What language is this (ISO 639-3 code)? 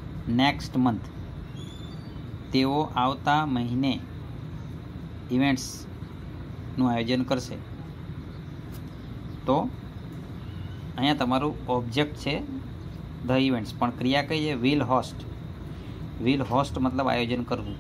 guj